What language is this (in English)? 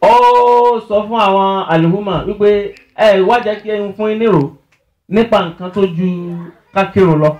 Yoruba